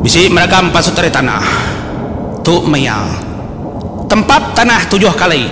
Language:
Iban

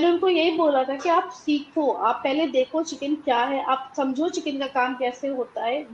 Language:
Hindi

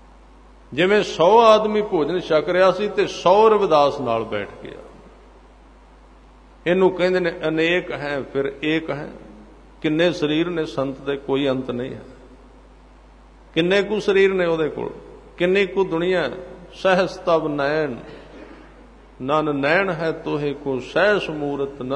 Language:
Punjabi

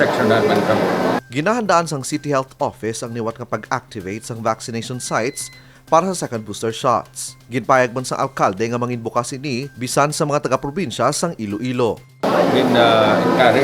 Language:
Hiligaynon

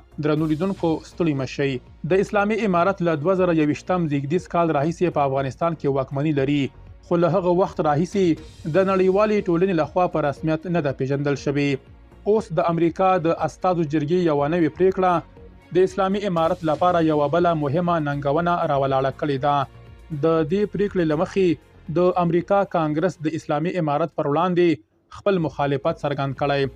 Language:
Pashto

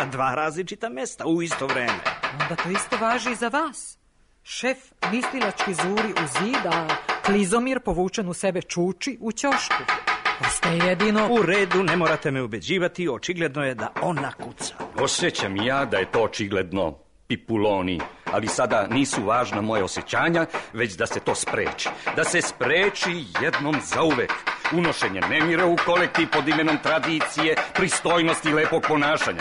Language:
Serbian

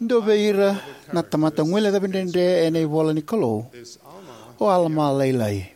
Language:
Fijian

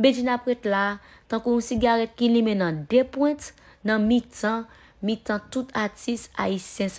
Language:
Haitian Creole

